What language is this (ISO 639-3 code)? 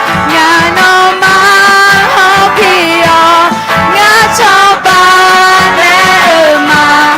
ahk